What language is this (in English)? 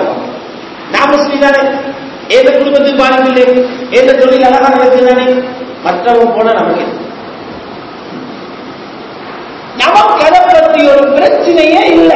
Tamil